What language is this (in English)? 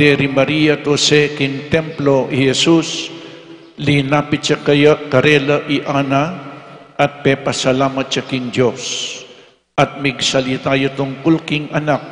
Pampanga